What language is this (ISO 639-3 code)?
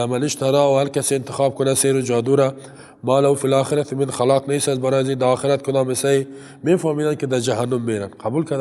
fas